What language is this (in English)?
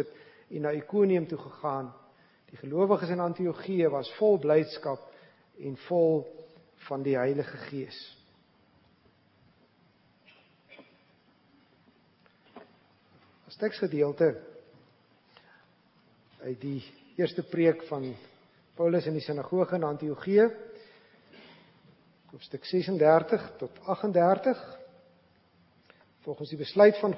Afrikaans